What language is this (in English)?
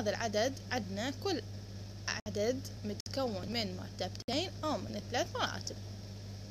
Arabic